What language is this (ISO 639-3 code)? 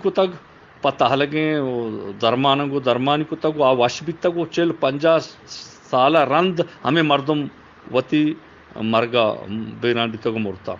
bgp